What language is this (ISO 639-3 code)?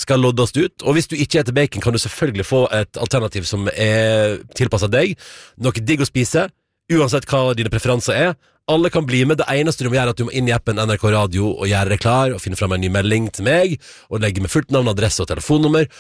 nor